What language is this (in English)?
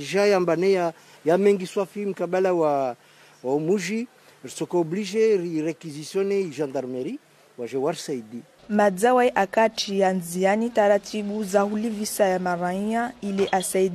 Ngazidja Comorian